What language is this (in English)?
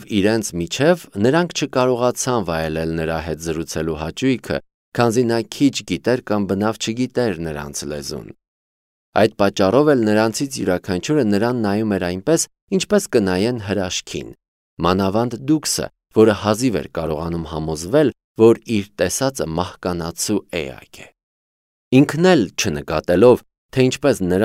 Armenian